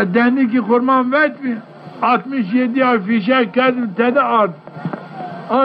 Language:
Zaza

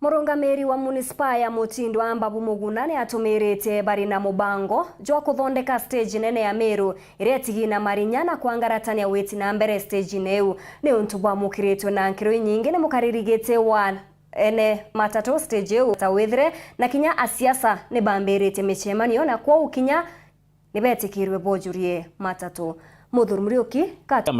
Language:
Meru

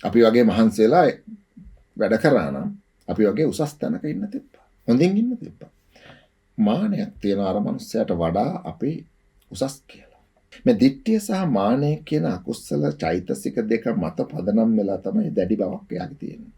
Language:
Sinhala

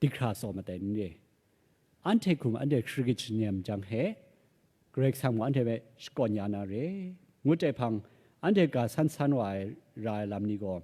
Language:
Kachin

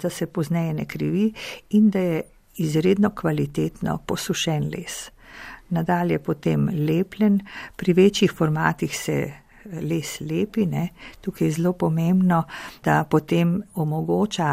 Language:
Slovenian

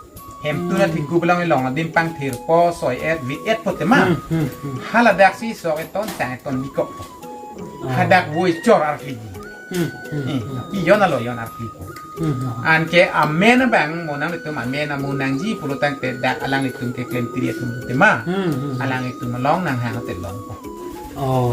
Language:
Karbi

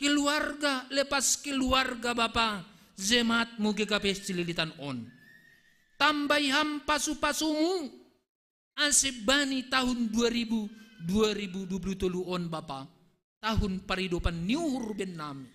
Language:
Batak Simalungun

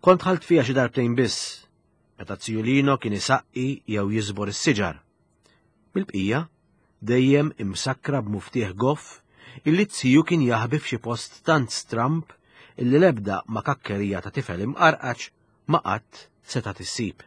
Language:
Maltese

